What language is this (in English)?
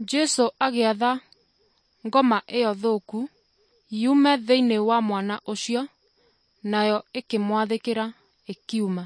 Kikuyu